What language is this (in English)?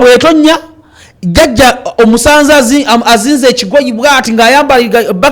Ganda